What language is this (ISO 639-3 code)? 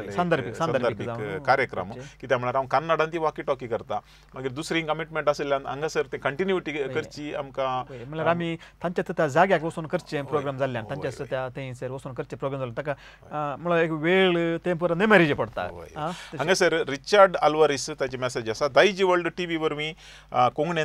kok